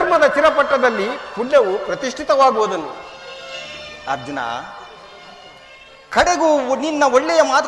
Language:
Kannada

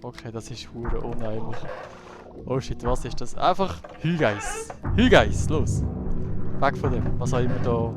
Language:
Swiss German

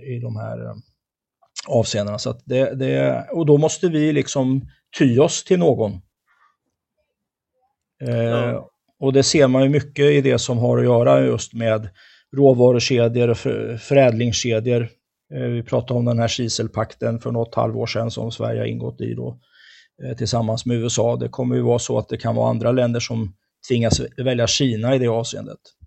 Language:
Swedish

